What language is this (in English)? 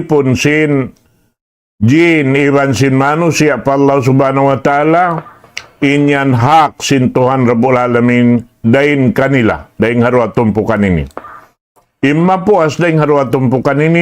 Tausug